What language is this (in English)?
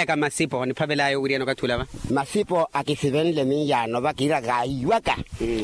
Makhuwa